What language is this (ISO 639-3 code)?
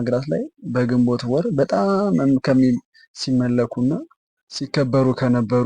amh